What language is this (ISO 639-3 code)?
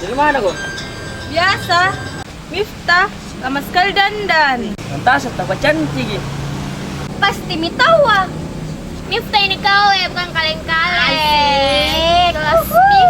mfp